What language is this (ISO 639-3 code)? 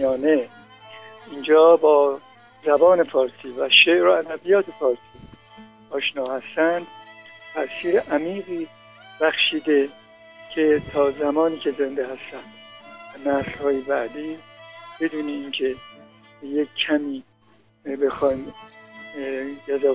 fas